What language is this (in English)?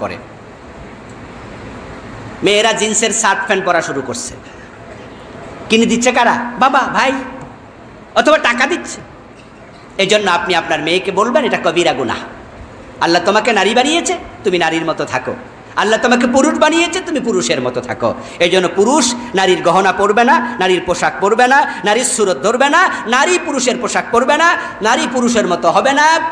Bangla